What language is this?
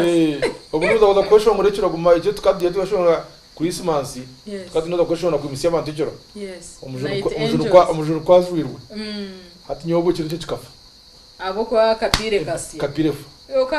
Nyankole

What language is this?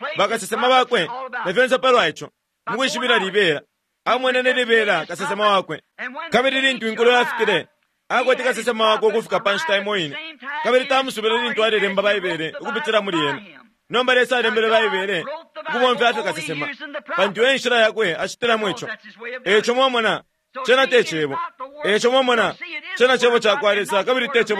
Bemba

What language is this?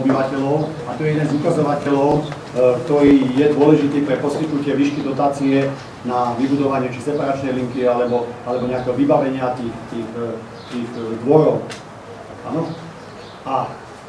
Slovak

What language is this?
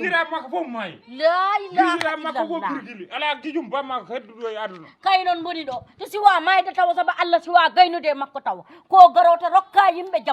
Fula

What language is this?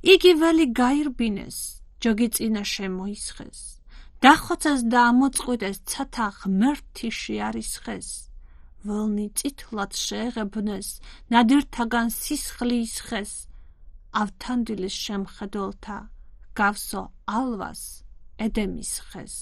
Georgian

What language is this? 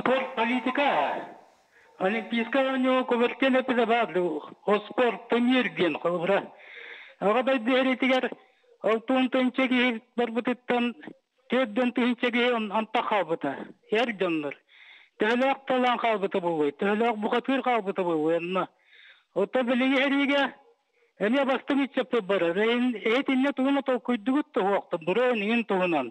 Yakut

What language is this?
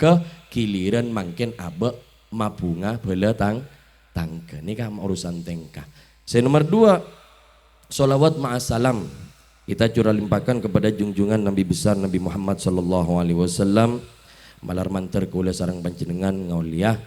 Madurese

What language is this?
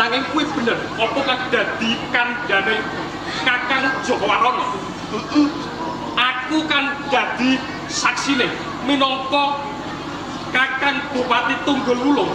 Javanese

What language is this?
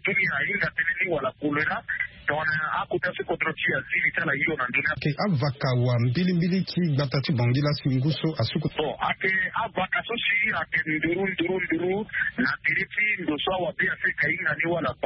Sango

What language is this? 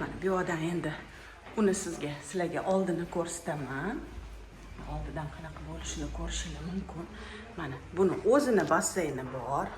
Uzbek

